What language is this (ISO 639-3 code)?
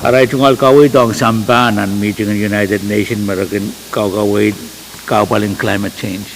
pon